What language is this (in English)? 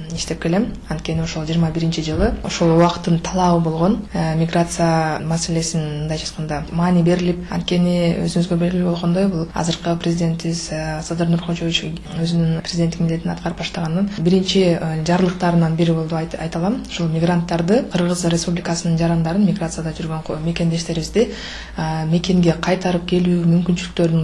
Kyrgyz